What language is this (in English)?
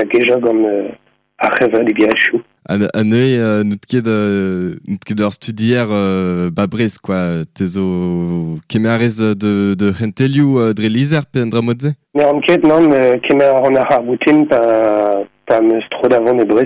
Breton